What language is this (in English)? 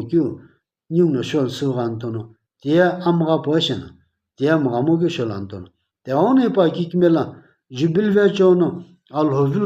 Sumi Naga